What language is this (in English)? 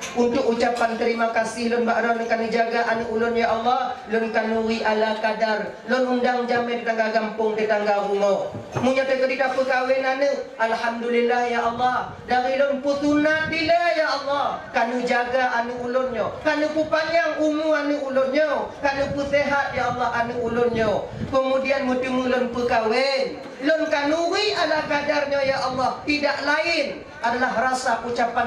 Achinese